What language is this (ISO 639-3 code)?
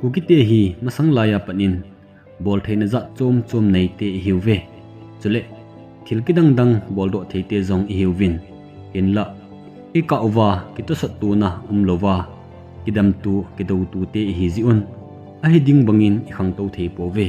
tcz